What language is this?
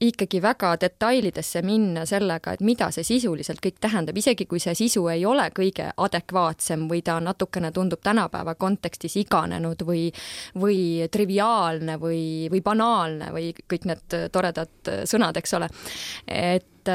Estonian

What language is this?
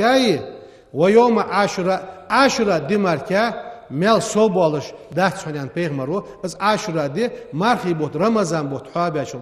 Ingush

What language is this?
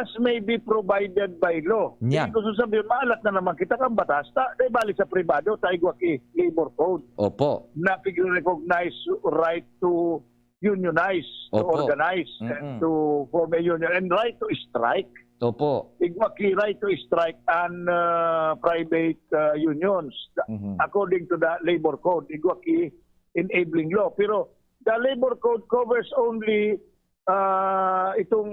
Bikol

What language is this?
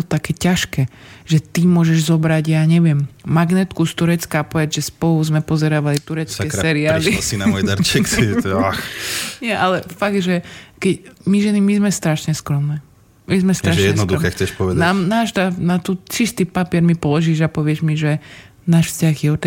Slovak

